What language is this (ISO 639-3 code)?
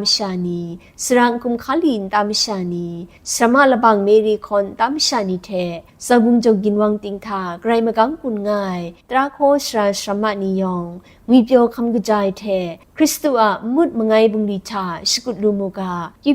kac